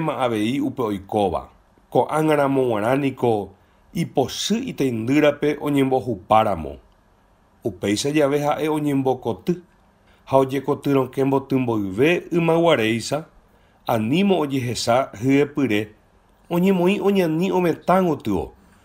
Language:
Guarani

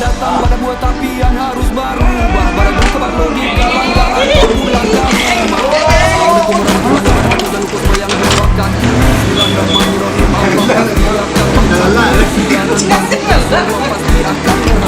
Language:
Minangkabau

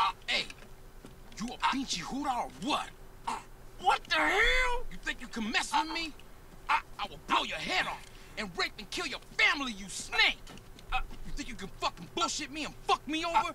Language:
Bavarian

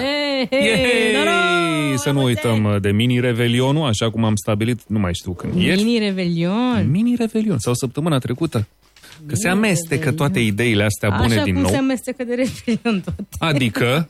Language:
Romanian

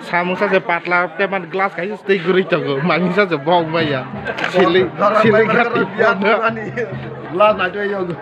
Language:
Kok Borok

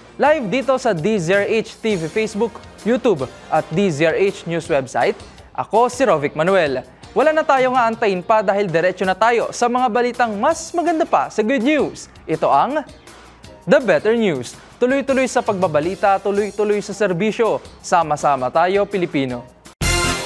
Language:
Filipino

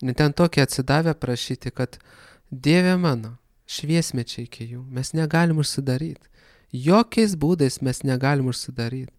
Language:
Lithuanian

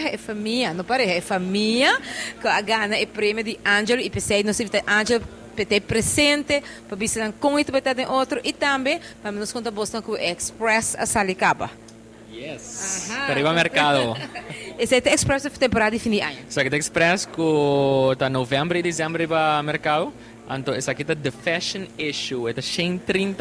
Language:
Papiamento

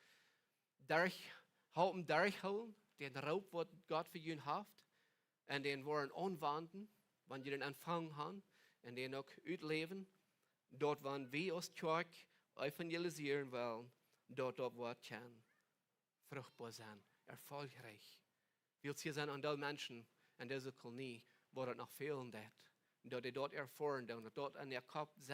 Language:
Plautdietsch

